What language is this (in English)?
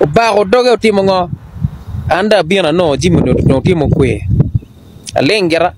Acoli